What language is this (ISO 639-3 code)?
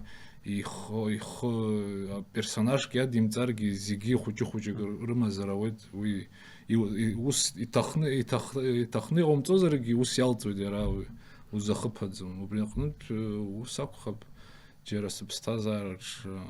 abk